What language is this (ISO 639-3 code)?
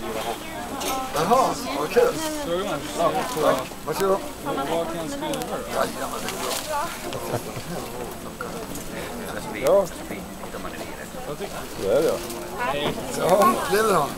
swe